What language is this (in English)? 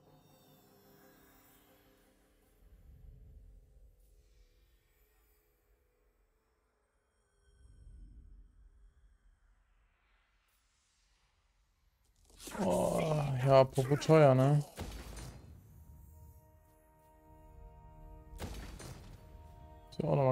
German